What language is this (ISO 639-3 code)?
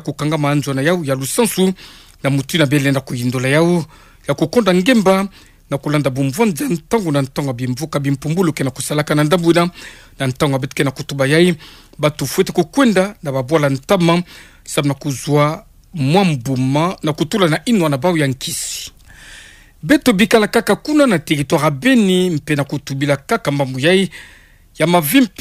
ktu